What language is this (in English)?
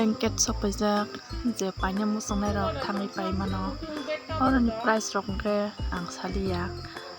Kok Borok